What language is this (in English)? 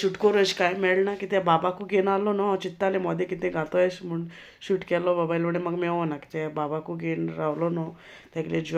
Konkani